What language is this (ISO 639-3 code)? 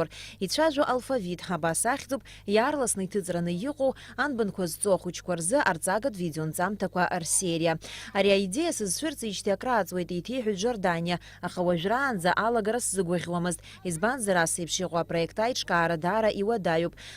abk